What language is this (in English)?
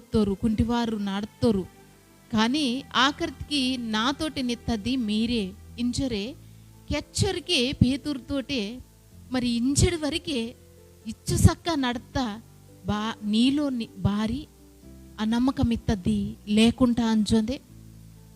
Koya